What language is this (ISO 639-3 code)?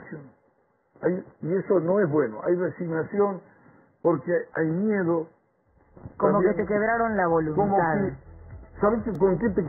spa